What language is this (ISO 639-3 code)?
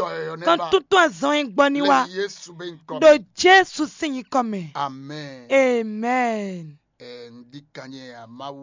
fon